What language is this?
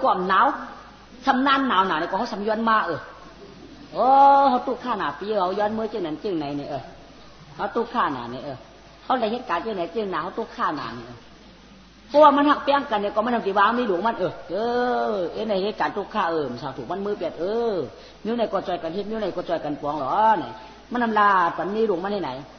Shan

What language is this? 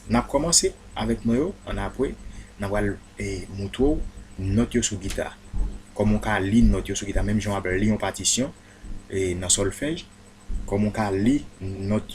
Haitian Creole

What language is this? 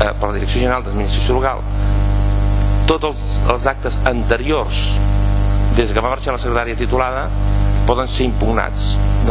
Catalan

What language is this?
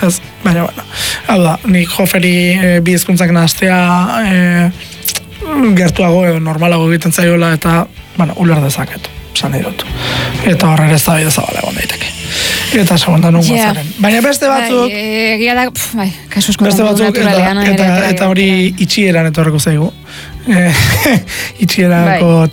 Basque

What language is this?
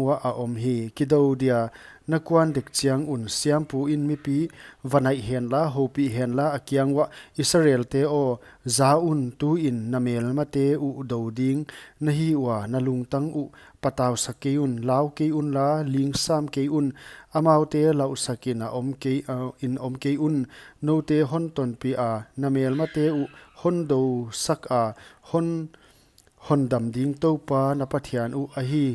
Paite Chin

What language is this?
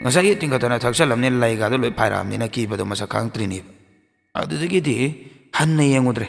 Manipuri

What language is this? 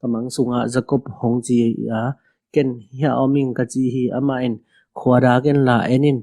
Tedim Chin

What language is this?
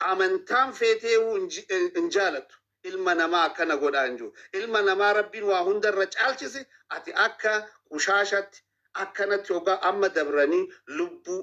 Oromo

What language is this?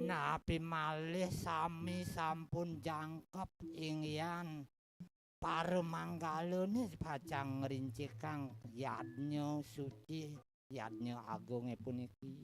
Balinese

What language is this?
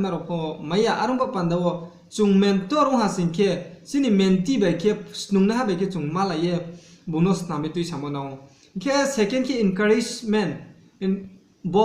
Riang (India)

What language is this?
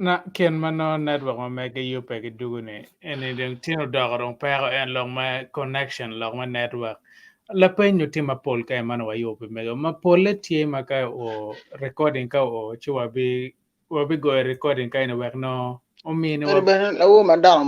Acoli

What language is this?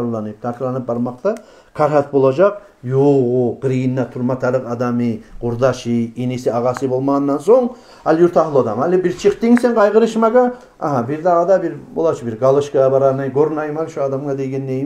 Kumyk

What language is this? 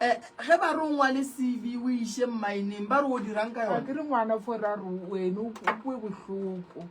Northern Sotho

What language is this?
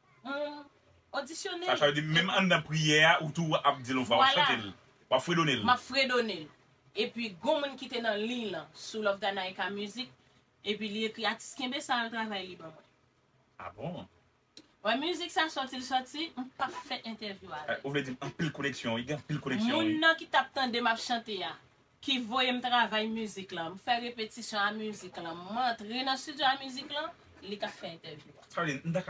Haitian Creole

